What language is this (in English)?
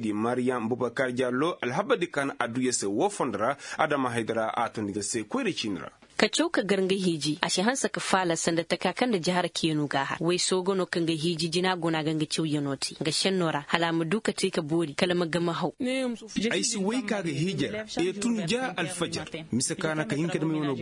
Koyraboro Senni